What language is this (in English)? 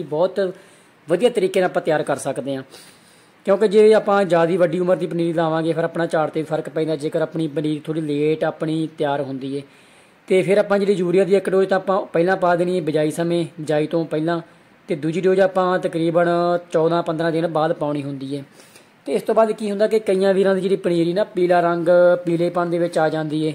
Punjabi